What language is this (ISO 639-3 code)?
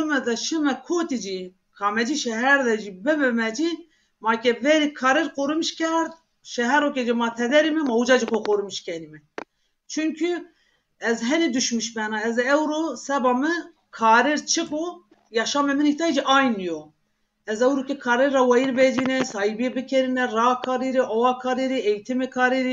zza